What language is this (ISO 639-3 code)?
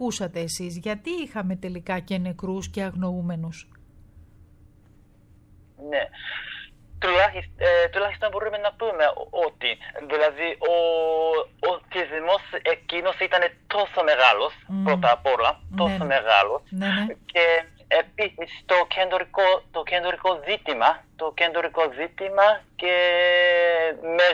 ell